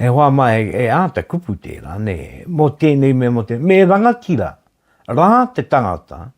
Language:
Māori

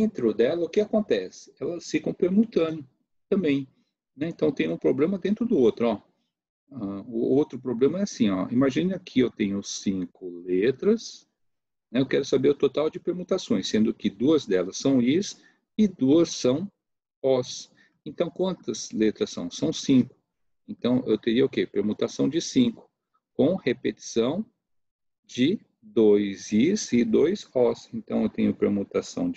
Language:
Portuguese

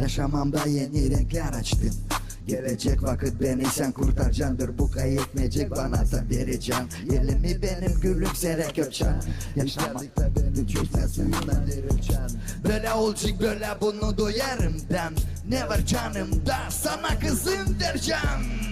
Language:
Gagauz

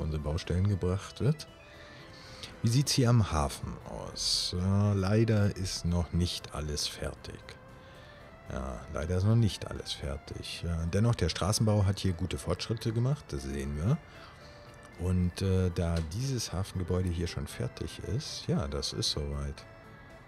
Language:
German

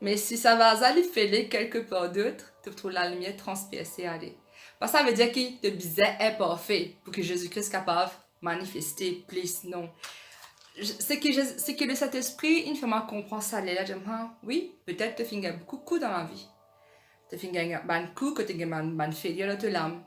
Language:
Morisyen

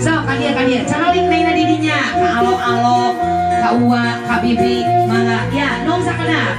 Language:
Sundanese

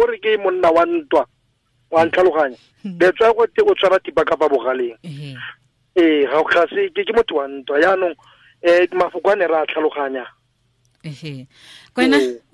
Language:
Tswana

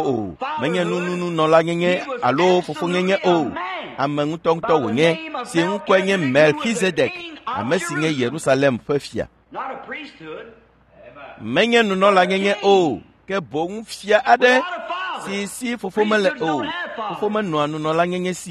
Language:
Ewe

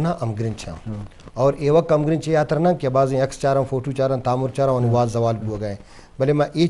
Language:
Eastern Balochi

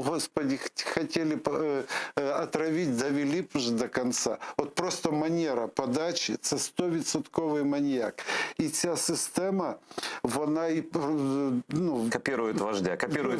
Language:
Crimean Tatar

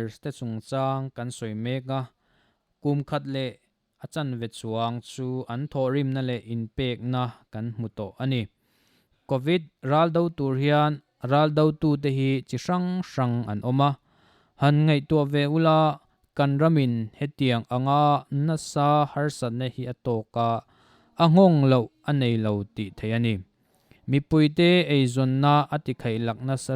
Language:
Mizo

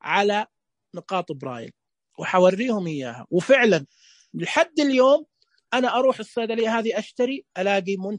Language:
Najdi Arabic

